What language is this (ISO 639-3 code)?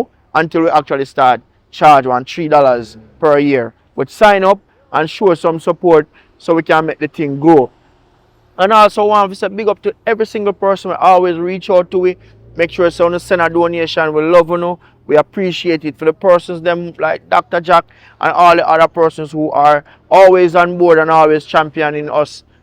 jam